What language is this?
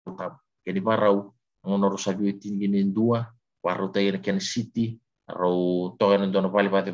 Fijian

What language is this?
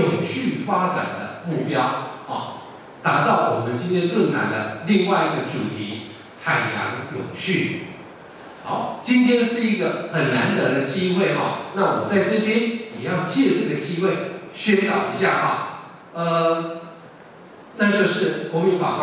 Chinese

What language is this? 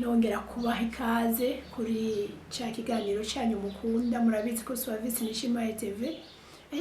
Rundi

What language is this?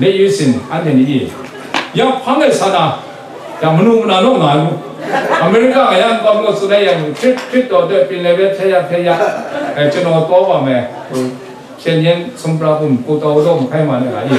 Kachin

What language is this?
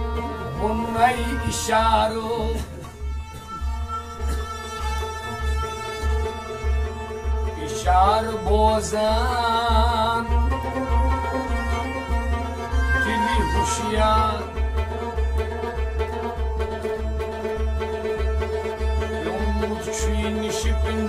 Kashmiri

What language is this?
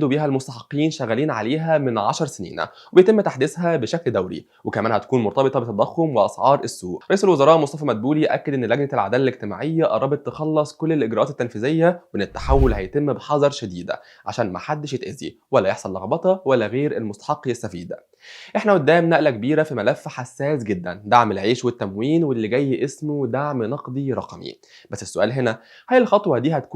Egyptian Arabic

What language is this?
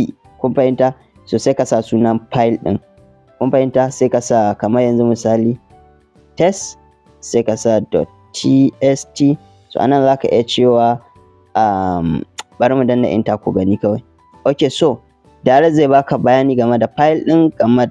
Hausa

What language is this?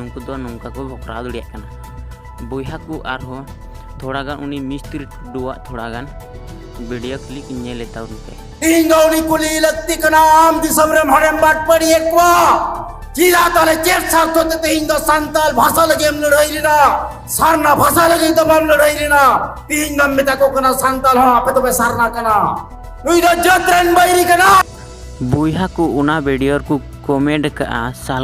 Santali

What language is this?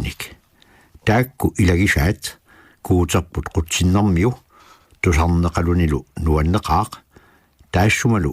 Kalaallisut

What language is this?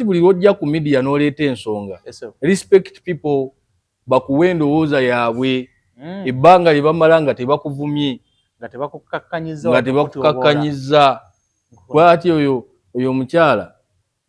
Ganda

